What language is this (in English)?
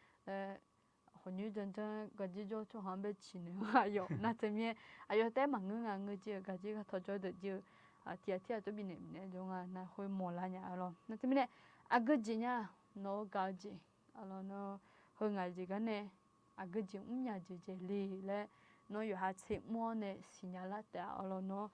Akha